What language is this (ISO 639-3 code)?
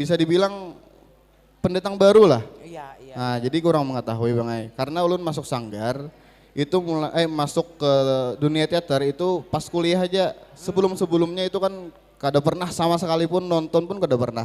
bjn